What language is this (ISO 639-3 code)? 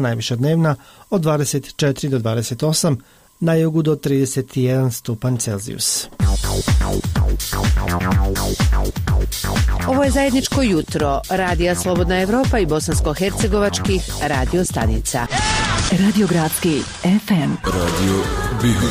bos